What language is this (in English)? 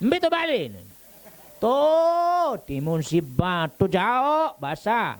Sasak